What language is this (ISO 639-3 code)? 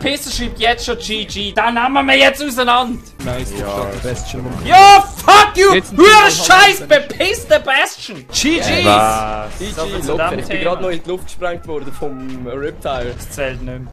gsw